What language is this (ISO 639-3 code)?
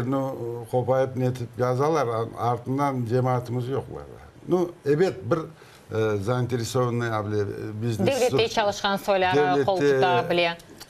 crh